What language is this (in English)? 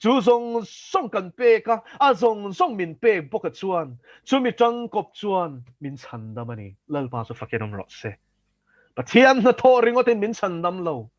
Mizo